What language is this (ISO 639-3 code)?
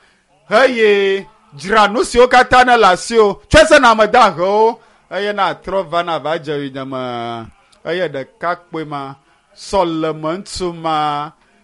ewe